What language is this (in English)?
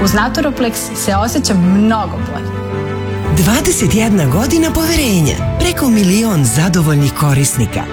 Serbian